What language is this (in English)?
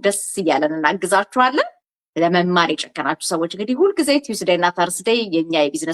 Amharic